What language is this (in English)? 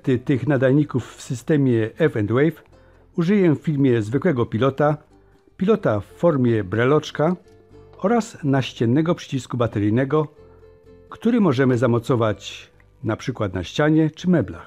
Polish